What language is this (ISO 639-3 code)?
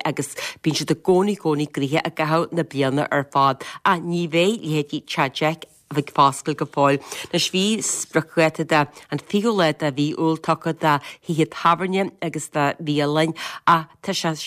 gle